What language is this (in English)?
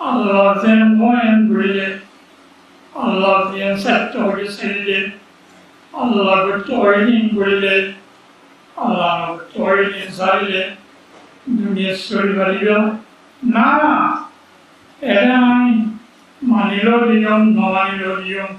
Rohingya